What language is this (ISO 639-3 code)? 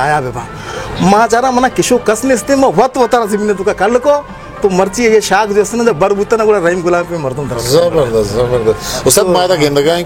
bal